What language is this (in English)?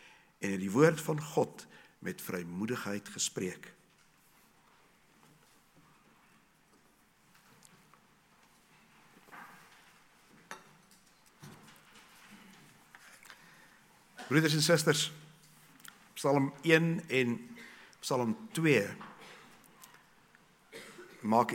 Afrikaans